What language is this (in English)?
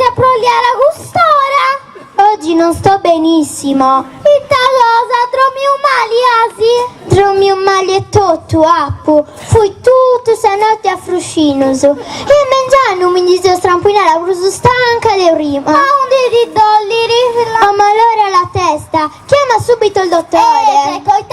Sardinian